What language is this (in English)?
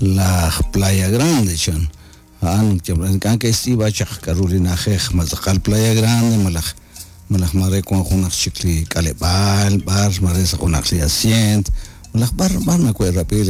Kekchí